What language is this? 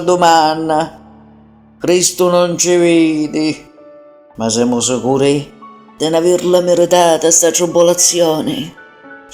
Sicilian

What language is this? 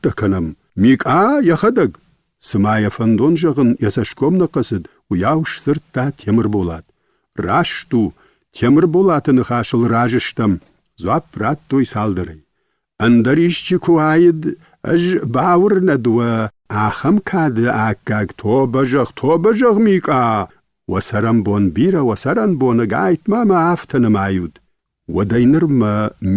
Ossetic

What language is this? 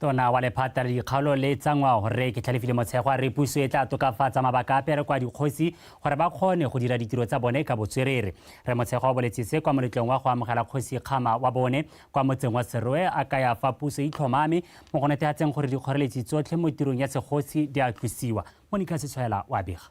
Tswana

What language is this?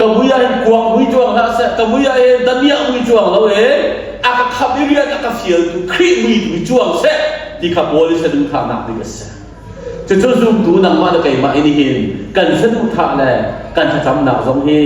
Hakha Chin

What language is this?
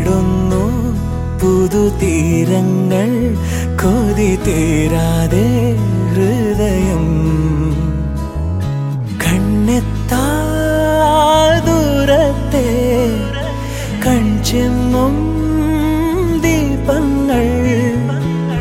Malayalam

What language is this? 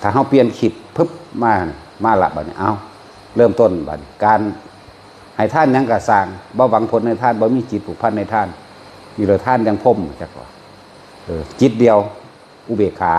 Northeastern Thai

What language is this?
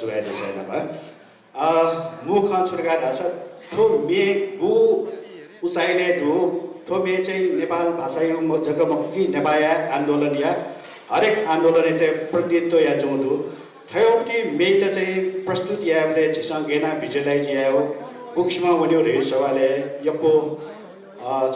Newari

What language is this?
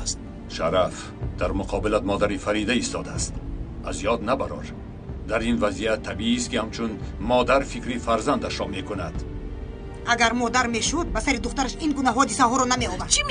Tajik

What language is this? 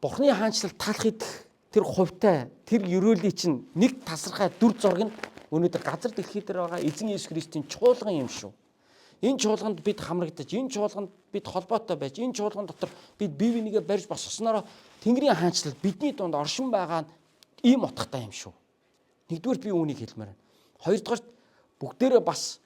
Mongolian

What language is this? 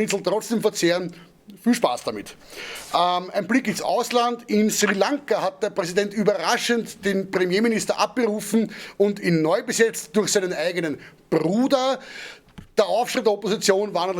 Bavarian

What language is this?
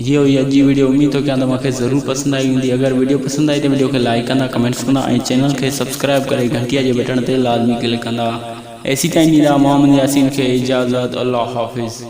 Sindhi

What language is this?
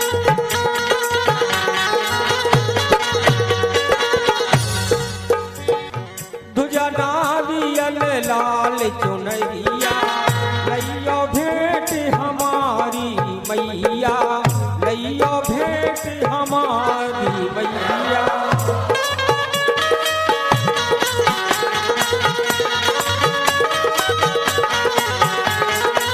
Bundeli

